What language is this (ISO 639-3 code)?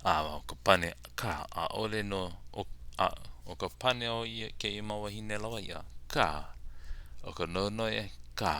haw